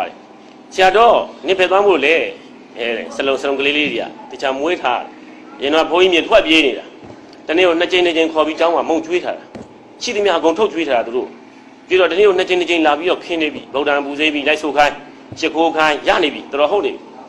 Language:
Burmese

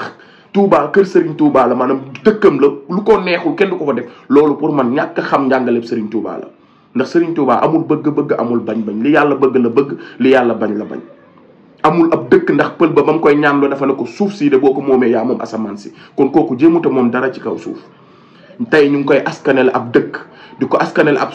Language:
Wolof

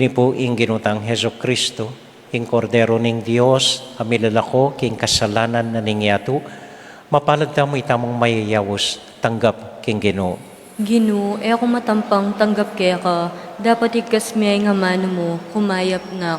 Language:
Pampanga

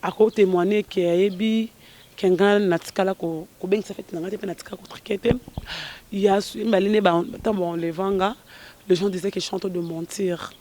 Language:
Lingala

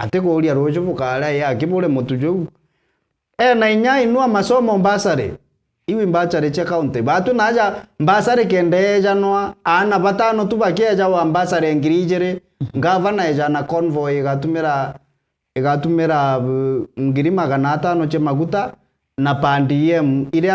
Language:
Meru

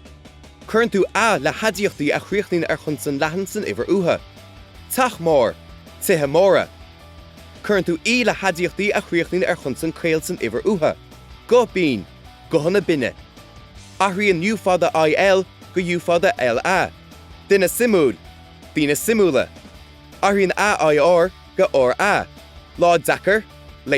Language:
Irish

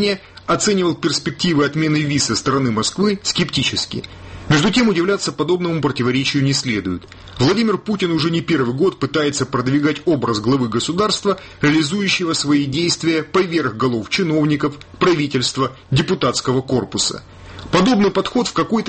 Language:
Russian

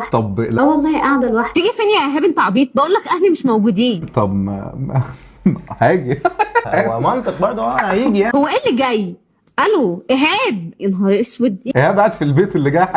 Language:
Egyptian Arabic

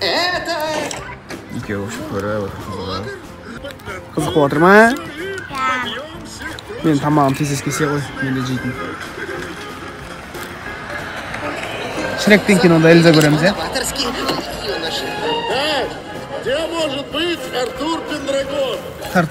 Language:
Kazakh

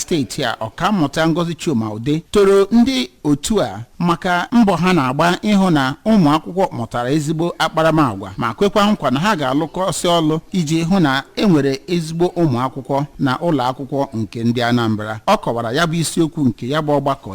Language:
Igbo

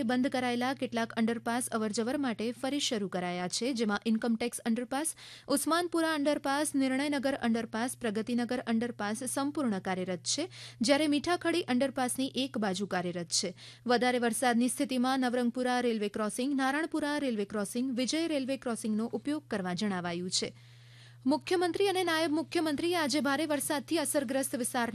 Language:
Gujarati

